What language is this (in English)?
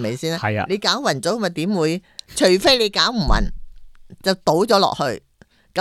Cantonese